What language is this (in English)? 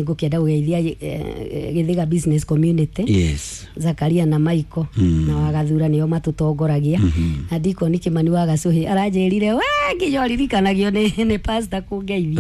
Kikuyu